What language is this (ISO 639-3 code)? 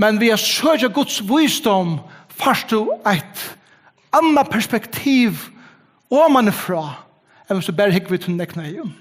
fao